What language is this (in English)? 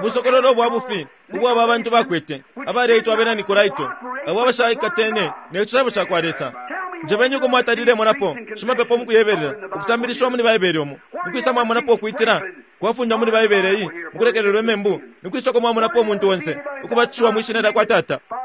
Bemba